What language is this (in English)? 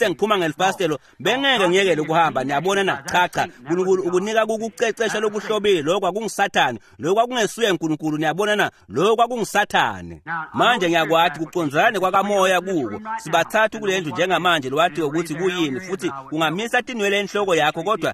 Swati